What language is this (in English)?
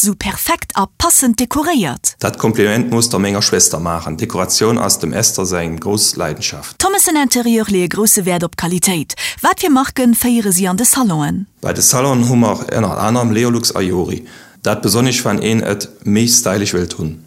Luxembourgish